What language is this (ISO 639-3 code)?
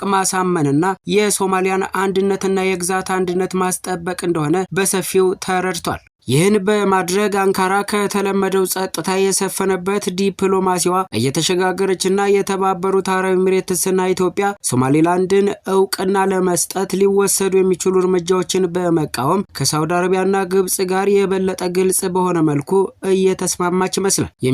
amh